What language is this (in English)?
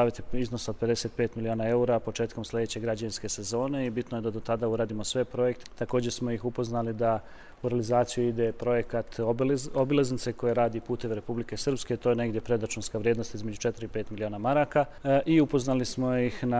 Croatian